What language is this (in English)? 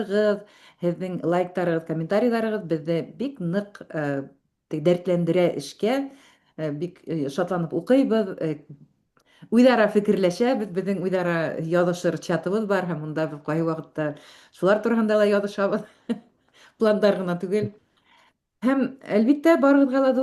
Bashkir